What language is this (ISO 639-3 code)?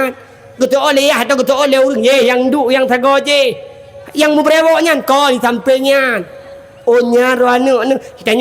ace